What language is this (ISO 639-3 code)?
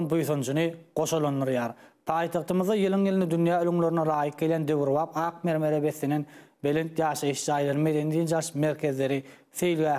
tuk